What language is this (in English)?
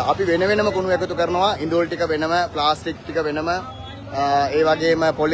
Sinhala